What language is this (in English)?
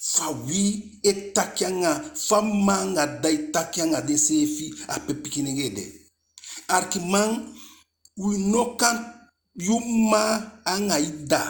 Eastern Maroon Creole